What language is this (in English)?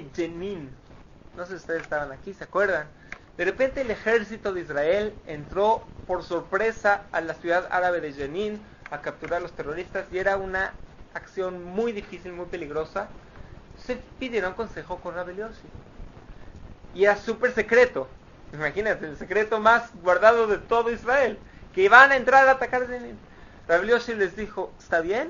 Spanish